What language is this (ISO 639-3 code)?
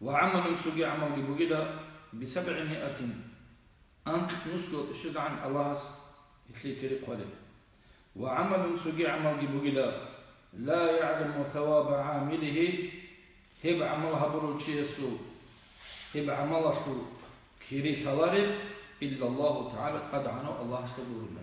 ava